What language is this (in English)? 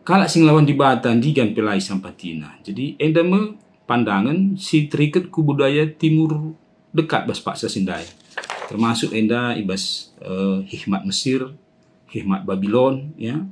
Batak Karo